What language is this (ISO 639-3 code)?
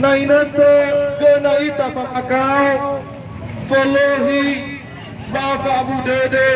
nia